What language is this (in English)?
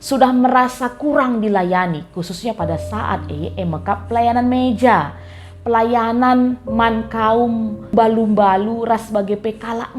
Batak Karo